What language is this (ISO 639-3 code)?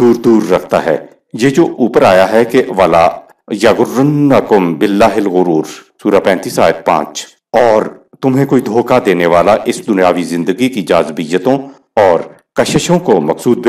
urd